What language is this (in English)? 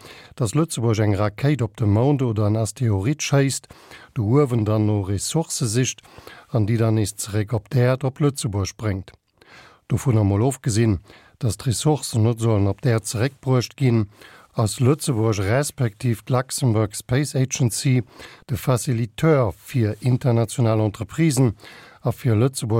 Luxembourgish